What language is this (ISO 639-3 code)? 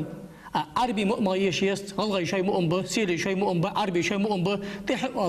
inh